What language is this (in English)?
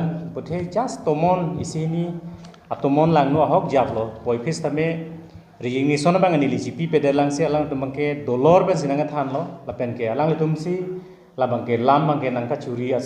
Karbi